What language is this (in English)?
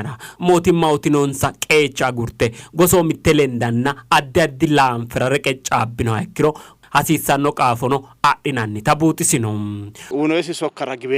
Sidamo